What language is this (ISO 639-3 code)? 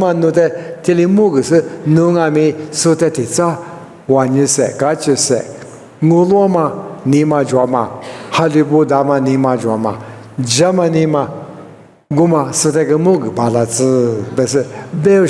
lis